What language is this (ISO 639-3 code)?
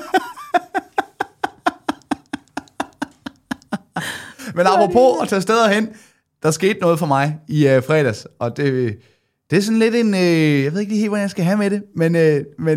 dan